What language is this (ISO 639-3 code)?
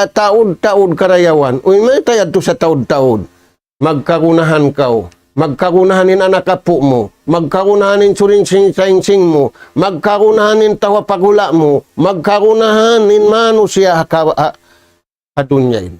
tsg